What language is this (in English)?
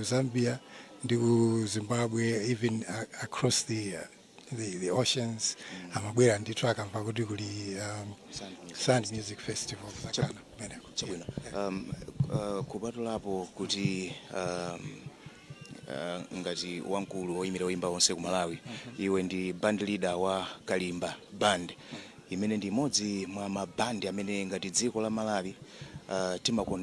Nyanja